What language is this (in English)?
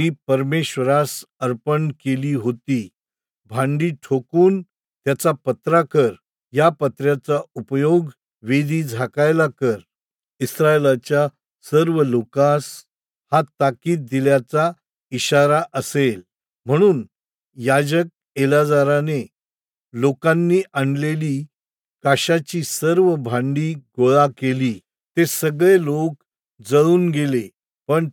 Marathi